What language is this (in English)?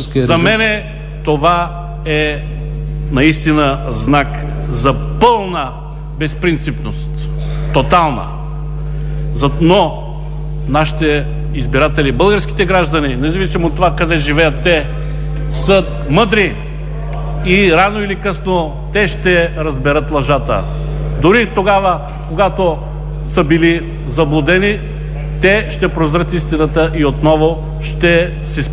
Bulgarian